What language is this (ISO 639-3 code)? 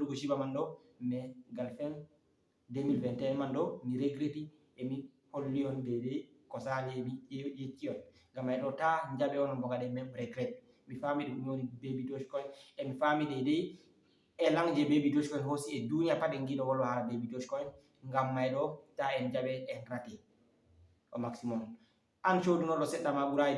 ful